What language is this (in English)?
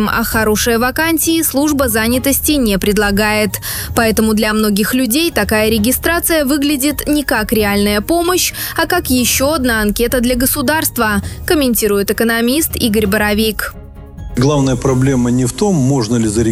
Russian